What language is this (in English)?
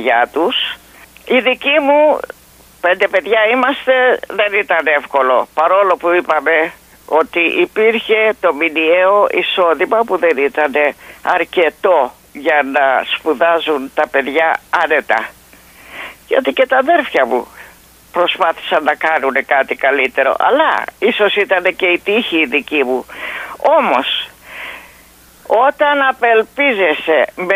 Greek